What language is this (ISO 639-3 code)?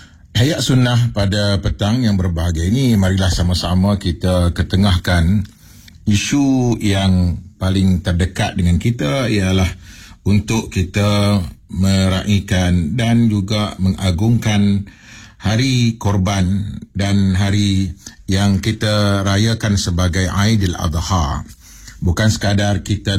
msa